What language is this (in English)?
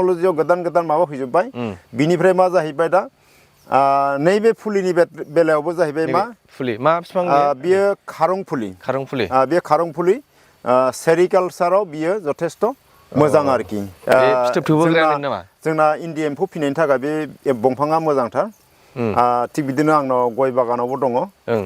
Bodo